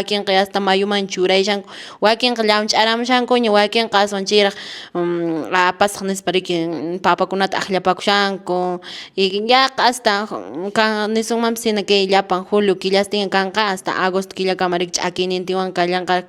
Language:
Quechua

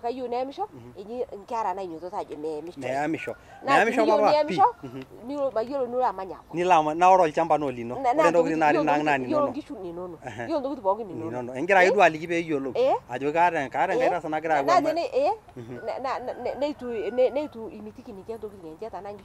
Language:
Masai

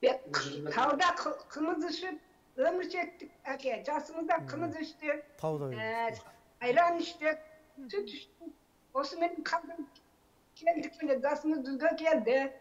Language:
Kazakh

